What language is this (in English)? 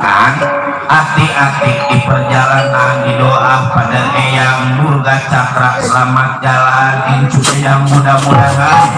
Betawi